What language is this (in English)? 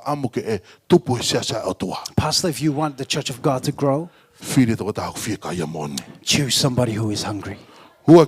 Tongan